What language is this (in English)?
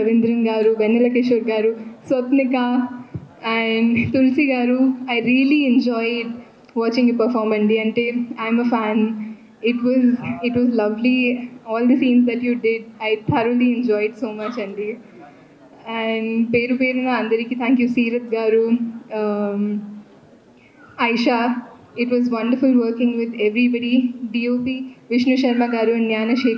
Telugu